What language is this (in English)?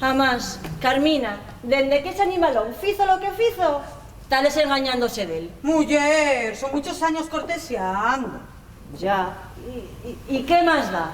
Asturian